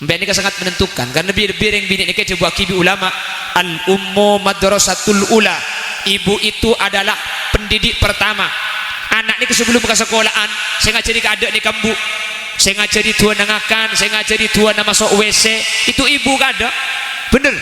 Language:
Madurese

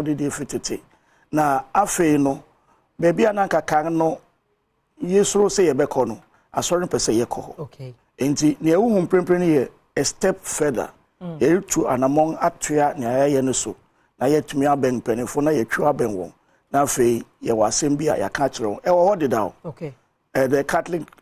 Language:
Akan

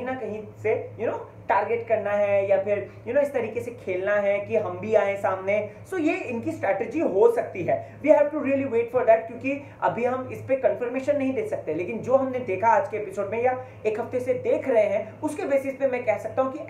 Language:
Hindi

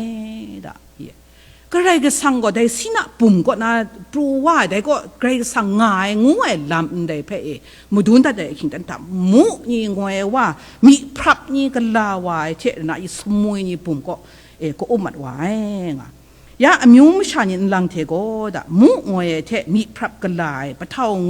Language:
Kachin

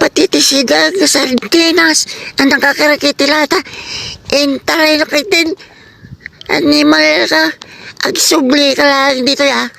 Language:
Iloko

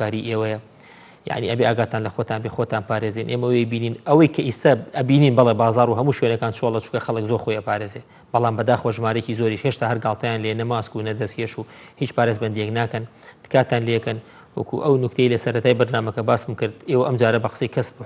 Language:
Central Kurdish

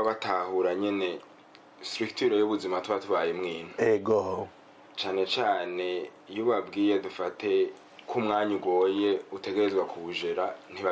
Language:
Rundi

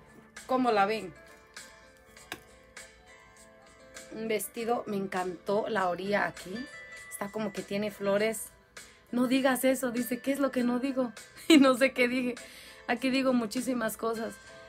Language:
Spanish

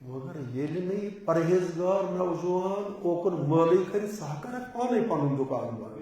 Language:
Kashmiri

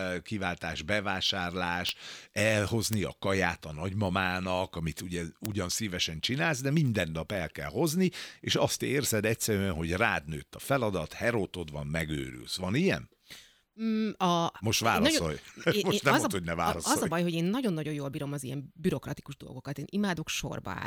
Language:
Hungarian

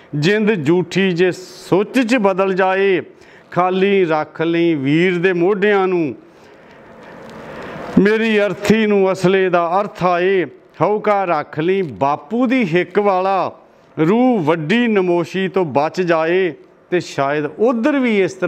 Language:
Punjabi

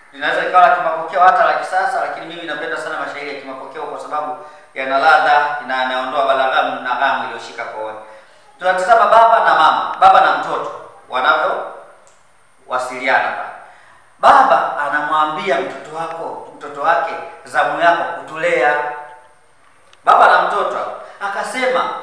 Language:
Swahili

